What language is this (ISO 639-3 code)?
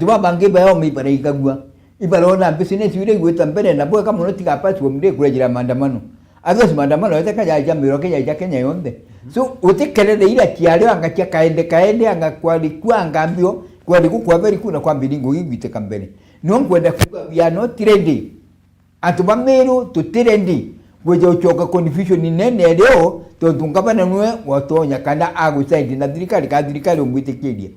mer